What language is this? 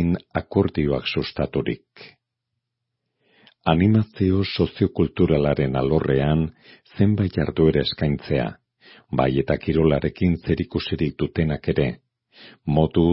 Basque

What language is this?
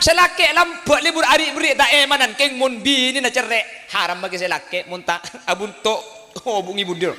Madurese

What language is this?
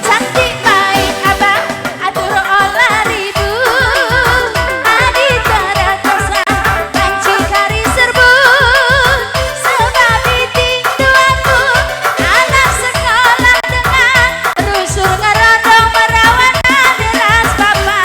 Batak Karo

